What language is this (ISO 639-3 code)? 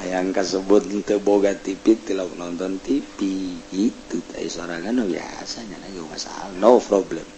sun